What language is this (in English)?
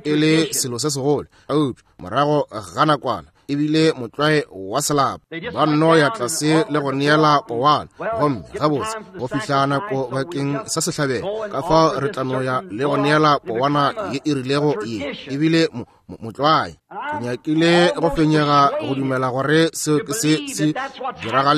Northern Sotho